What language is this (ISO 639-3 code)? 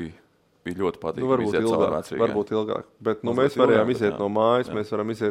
lav